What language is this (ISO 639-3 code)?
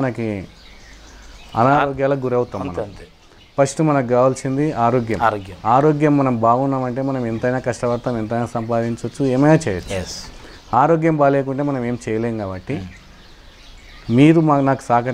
tel